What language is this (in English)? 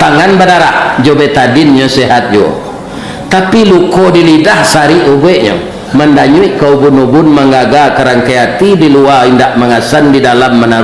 Minangkabau